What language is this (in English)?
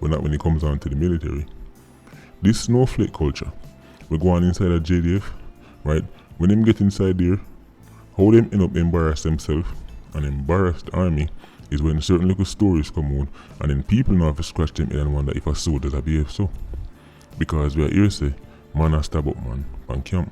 Jamaican Creole English